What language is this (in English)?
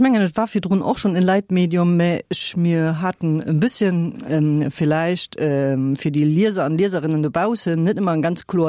Luxembourgish